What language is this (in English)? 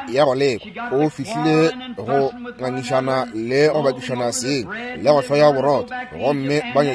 Northern Sotho